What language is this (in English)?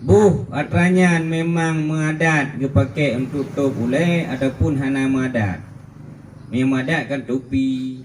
Achinese